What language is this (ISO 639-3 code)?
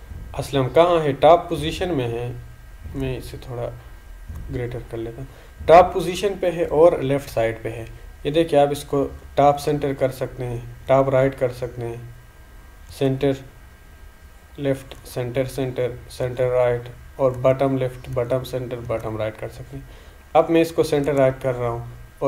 hin